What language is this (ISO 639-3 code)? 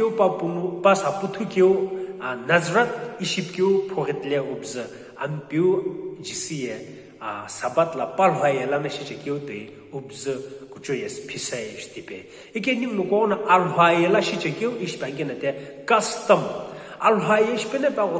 nsm